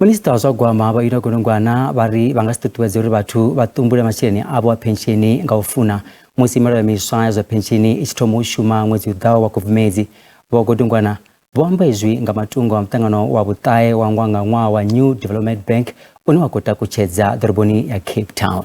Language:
Venda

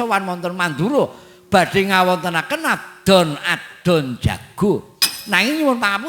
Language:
Javanese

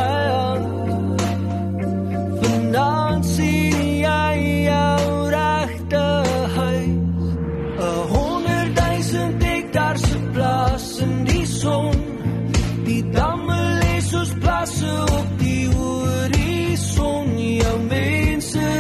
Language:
Afrikaans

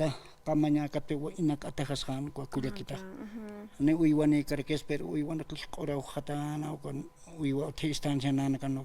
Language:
Aymara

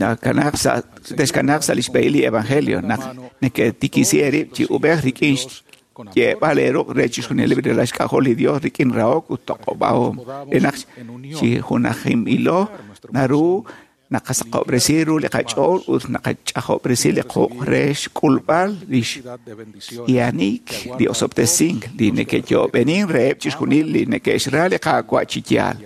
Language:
Kekchí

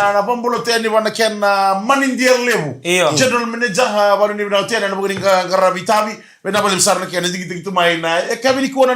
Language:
Fijian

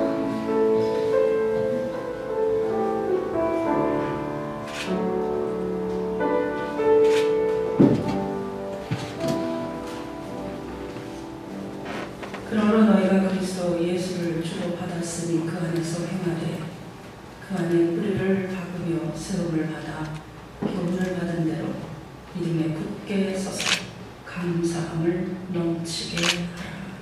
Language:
Korean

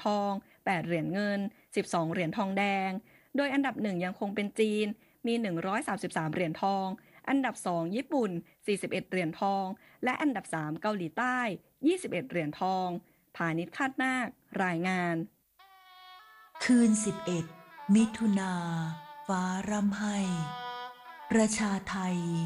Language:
Thai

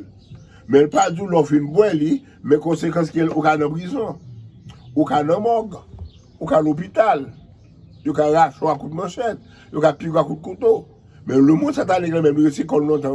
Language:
Haitian Creole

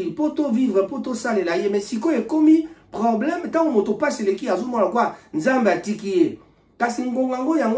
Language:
Lingala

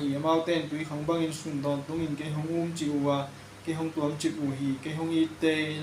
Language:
Tedim Chin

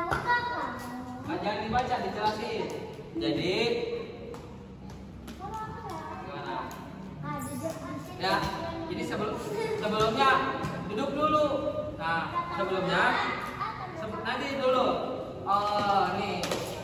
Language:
Indonesian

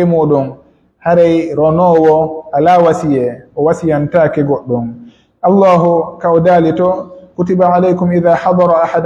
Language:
Pular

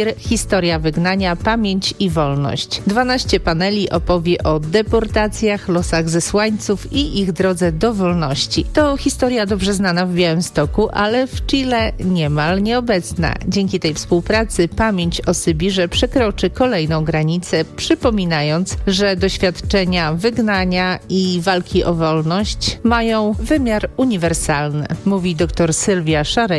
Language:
Polish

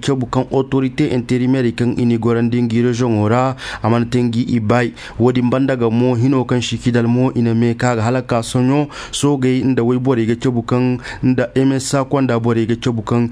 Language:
Koyraboro Senni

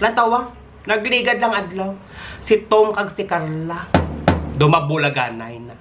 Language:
Hiligaynon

